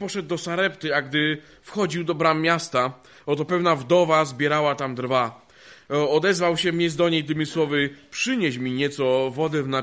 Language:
Polish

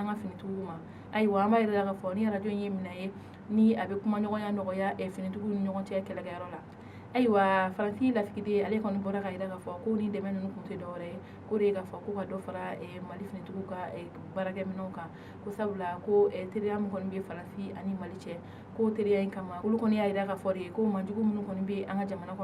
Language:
Bambara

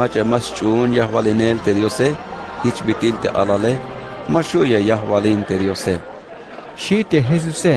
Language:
Tzeltal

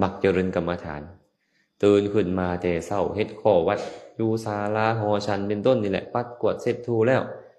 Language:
Lao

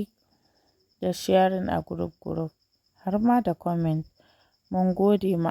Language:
Hausa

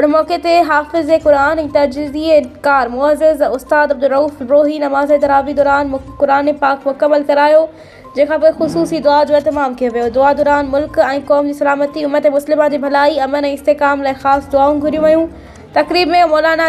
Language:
Sindhi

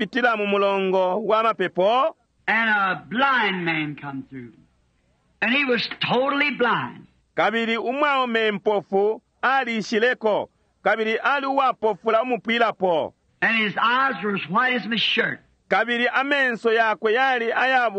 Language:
Bemba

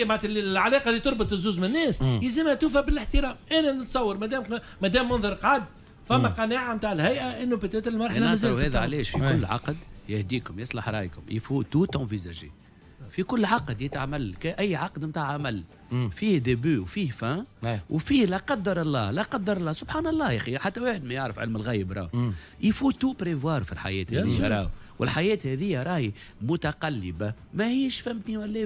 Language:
Tunisian Arabic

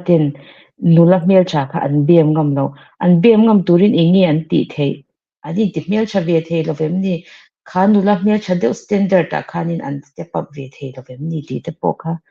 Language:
Mizo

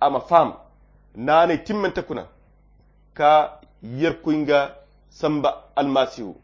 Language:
Koyra Chiini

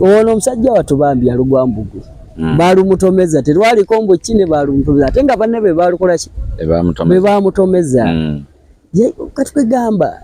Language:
Ganda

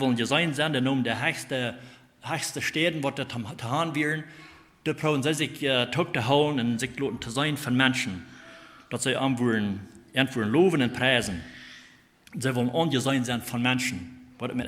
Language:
Plautdietsch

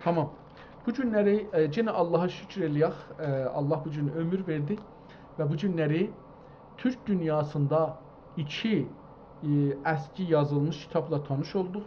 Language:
South Azerbaijani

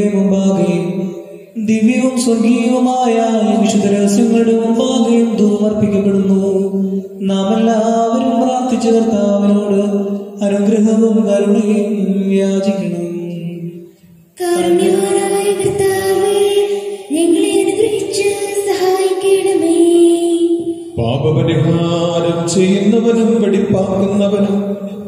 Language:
Malayalam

